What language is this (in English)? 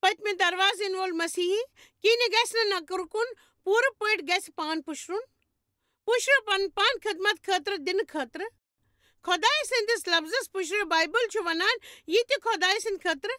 Kashmiri